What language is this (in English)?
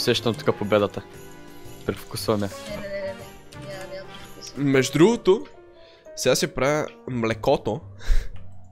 Bulgarian